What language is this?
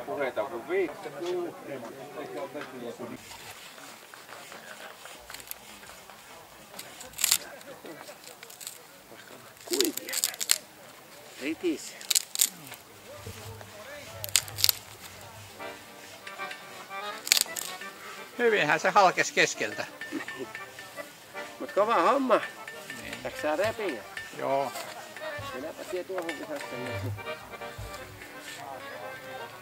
Finnish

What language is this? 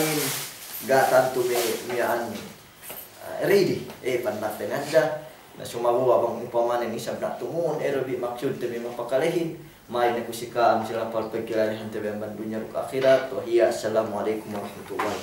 Yakan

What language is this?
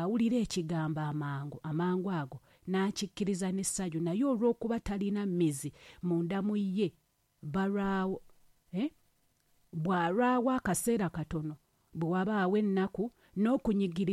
Ganda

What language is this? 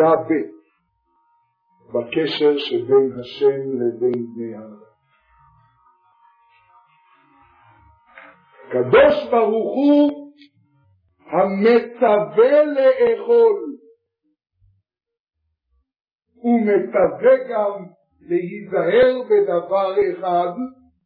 Hebrew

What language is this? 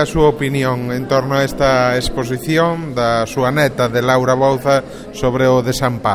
Galician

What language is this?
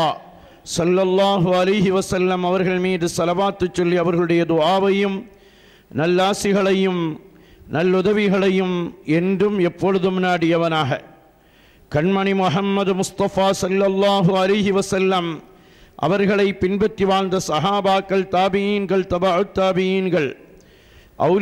Tamil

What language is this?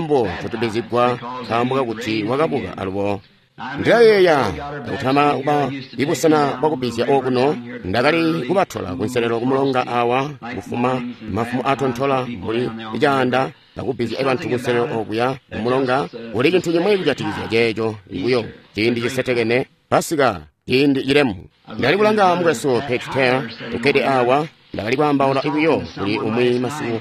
Tonga (Zambia)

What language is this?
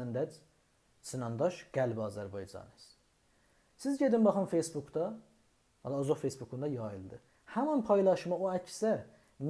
South Azerbaijani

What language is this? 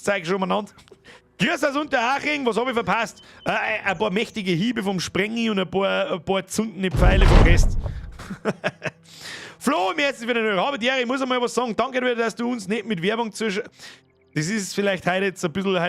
Bavarian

